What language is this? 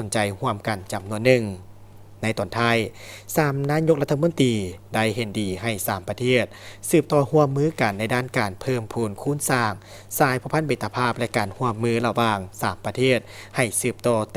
Lao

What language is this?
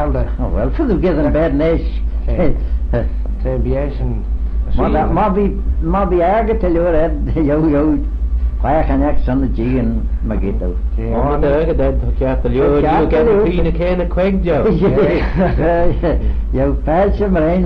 Manx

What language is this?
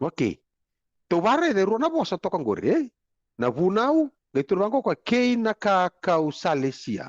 Fijian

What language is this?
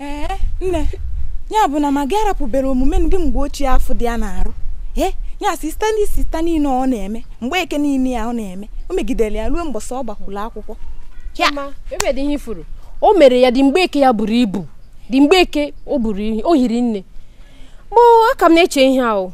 Igbo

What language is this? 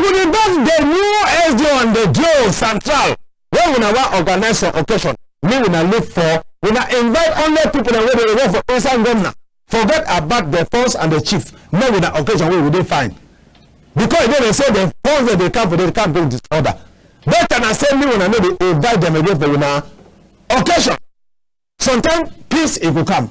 Cameroon Pidgin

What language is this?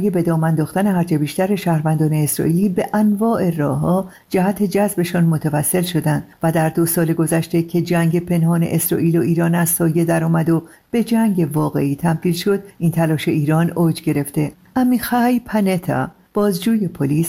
Persian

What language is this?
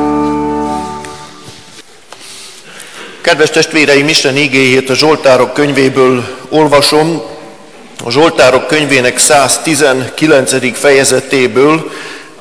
Hungarian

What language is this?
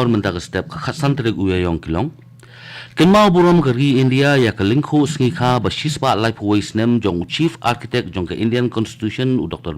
Khasi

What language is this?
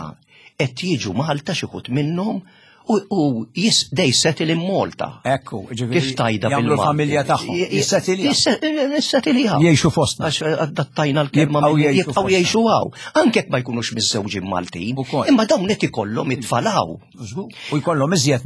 Maltese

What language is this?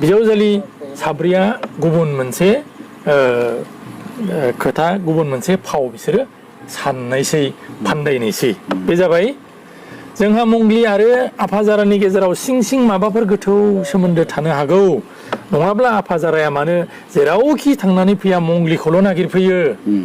Bodo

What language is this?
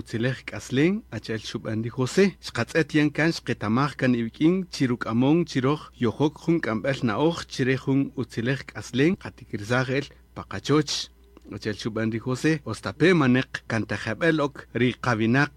Kaqchikel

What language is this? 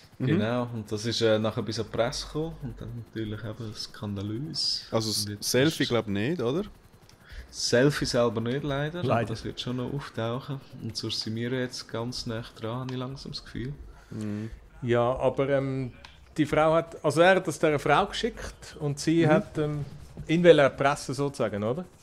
Swiss German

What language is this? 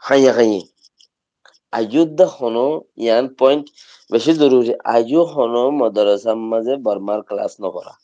Rohingya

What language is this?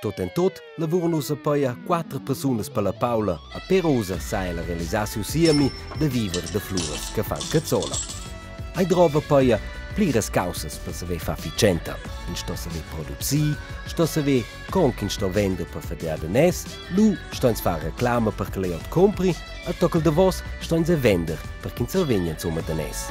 Romansh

